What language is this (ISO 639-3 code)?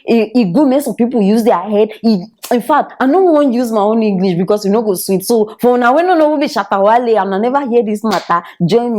pcm